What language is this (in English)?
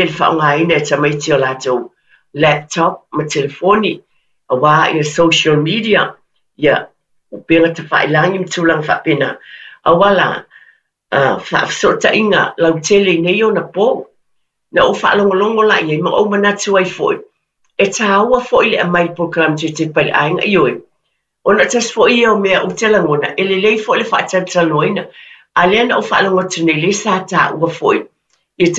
Samoan